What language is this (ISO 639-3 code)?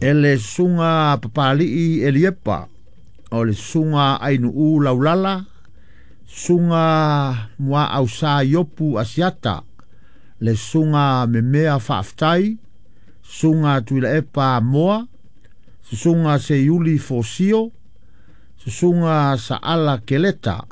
smo